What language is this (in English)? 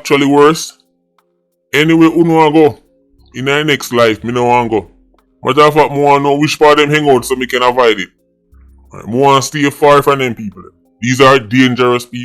Jamaican Creole English